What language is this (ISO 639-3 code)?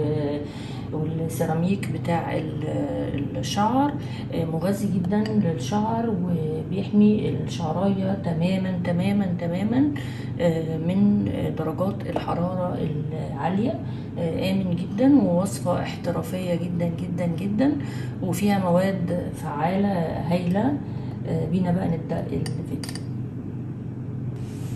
arz